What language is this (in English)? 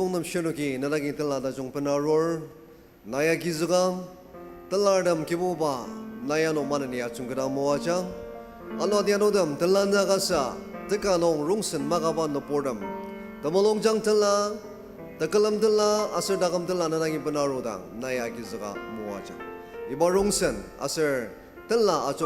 Ao Naga